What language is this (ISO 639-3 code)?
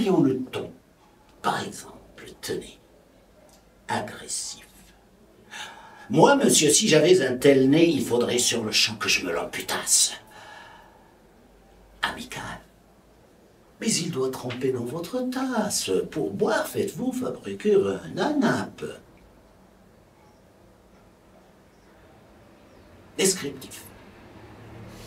fra